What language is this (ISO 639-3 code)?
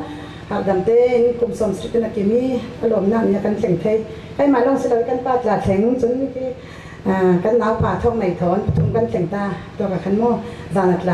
cfm